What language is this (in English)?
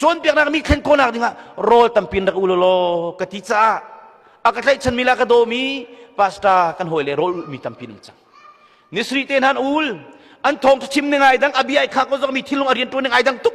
Hakha Chin